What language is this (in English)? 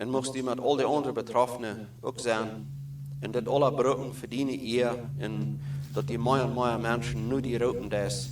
Plautdietsch